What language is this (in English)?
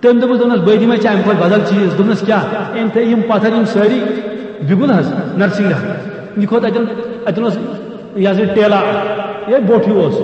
Kashmiri